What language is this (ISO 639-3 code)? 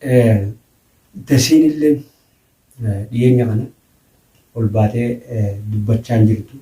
orm